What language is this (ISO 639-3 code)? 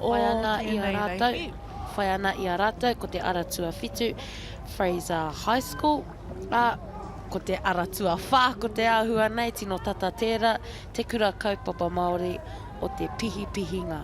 mri